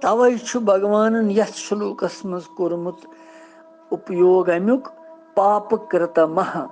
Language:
Kashmiri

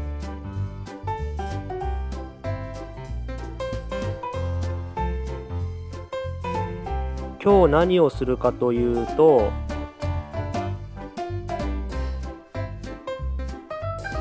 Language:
Japanese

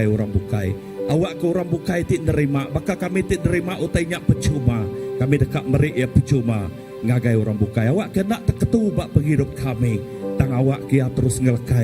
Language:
Iban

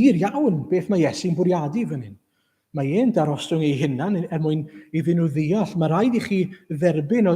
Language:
Welsh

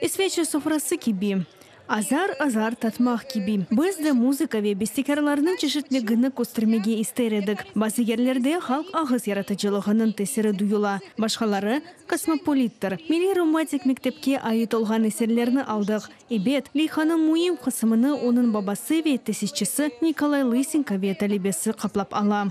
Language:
Crimean Tatar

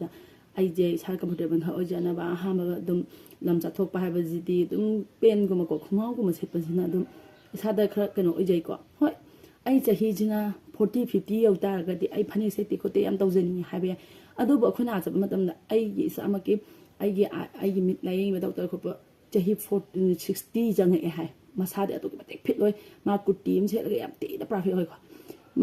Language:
Manipuri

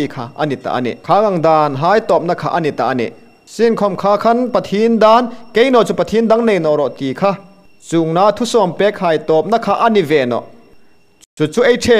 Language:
Hmar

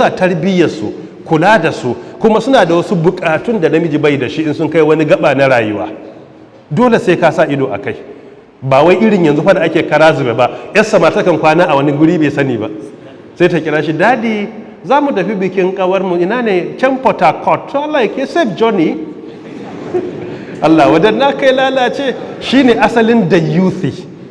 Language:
Hausa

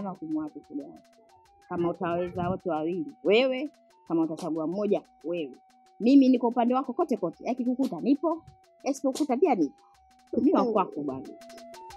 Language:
Swahili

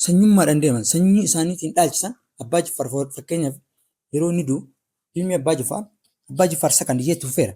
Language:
Oromo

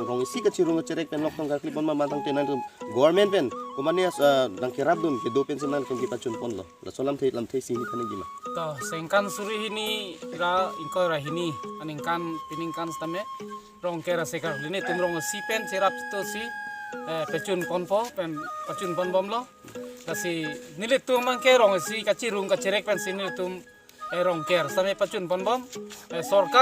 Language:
Karbi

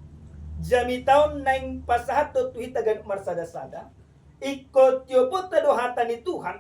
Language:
Batak Toba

